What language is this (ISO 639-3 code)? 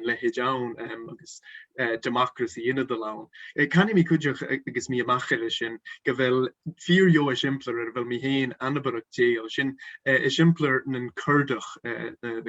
gla